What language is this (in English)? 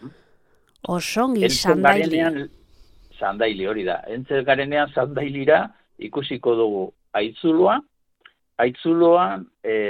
Basque